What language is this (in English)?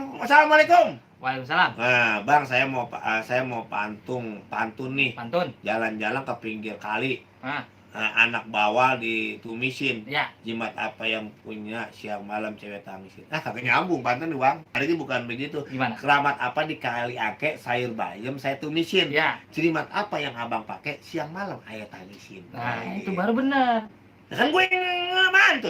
Betawi